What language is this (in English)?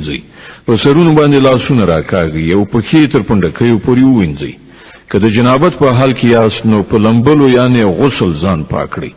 Pashto